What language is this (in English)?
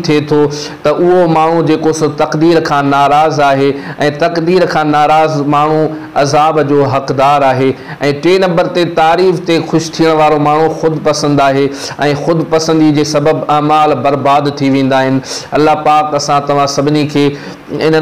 Sindhi